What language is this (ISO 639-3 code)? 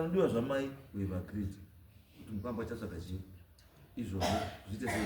sna